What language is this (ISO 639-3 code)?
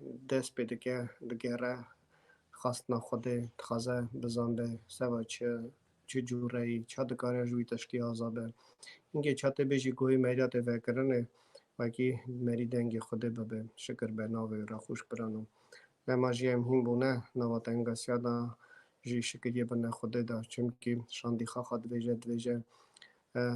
kur